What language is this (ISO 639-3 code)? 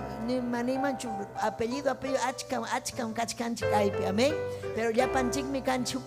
quy